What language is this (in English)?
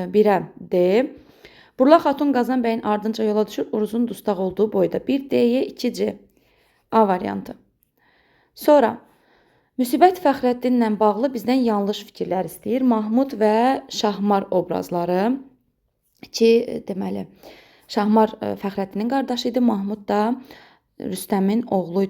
Azerbaijani